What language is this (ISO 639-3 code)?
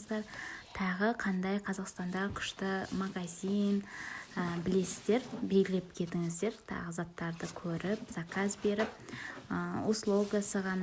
kaz